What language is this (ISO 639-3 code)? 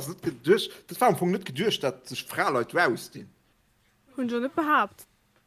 ltz